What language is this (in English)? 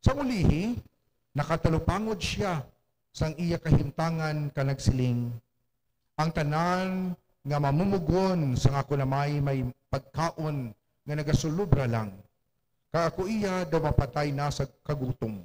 Hiligaynon